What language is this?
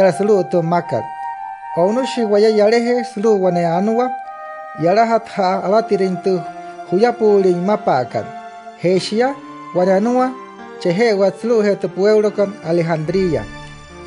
Wayuu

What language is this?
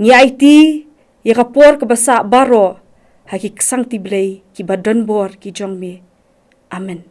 Khasi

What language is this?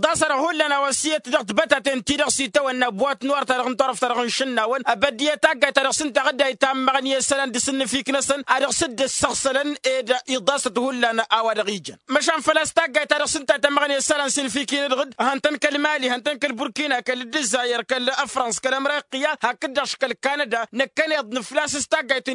Tamasheq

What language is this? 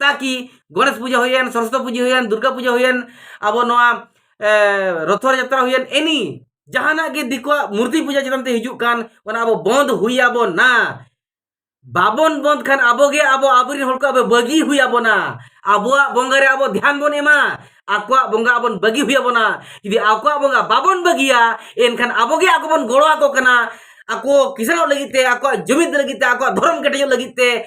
Santali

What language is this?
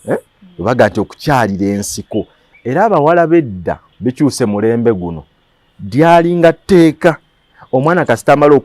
Ganda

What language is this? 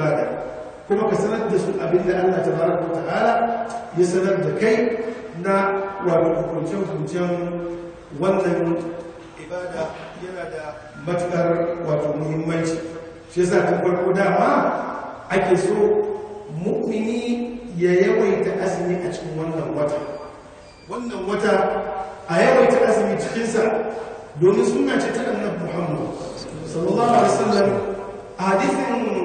Hausa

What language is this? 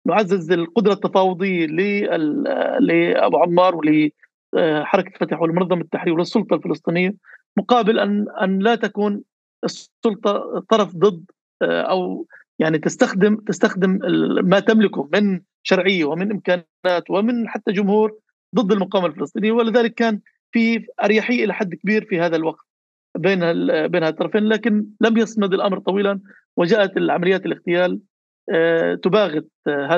North Levantine Arabic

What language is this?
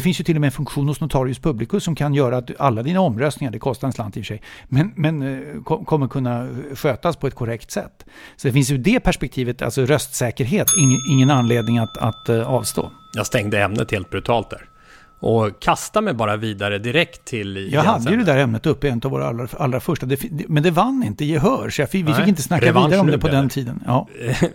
Swedish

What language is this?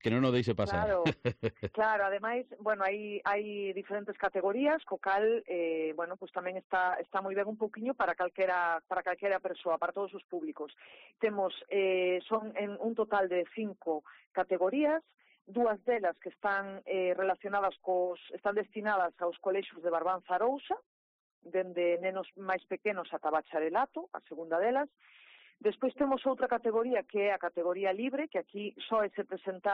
Galician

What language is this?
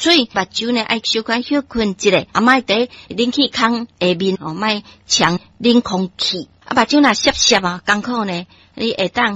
Min Nan Chinese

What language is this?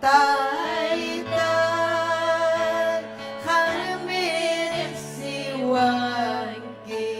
Ayacucho Quechua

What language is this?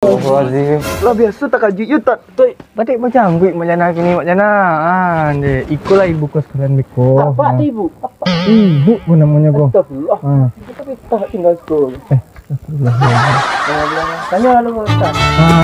Minangkabau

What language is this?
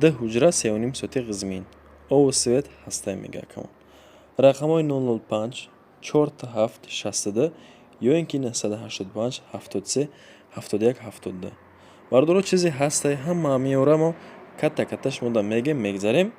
Tajik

